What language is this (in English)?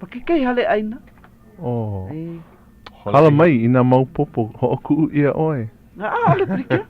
Hawaiian